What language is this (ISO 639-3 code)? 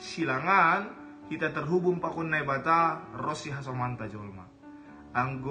bts